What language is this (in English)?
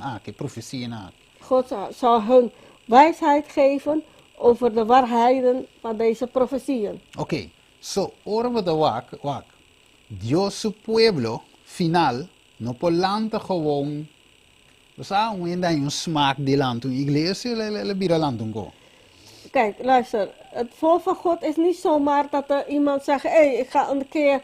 Papiamento